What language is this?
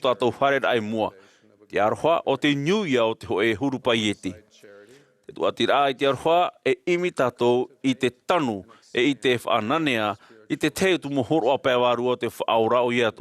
Tahitian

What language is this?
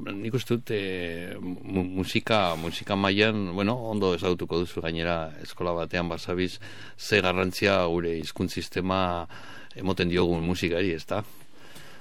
Basque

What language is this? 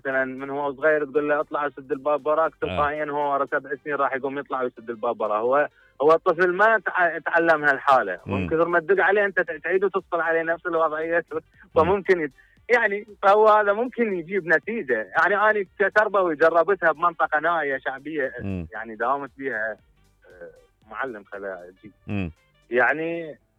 Mesopotamian Arabic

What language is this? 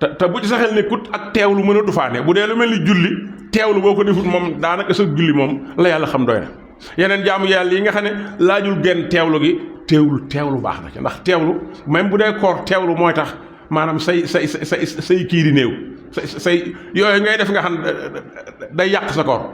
Wolof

